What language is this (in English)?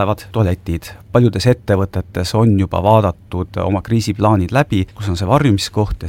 Estonian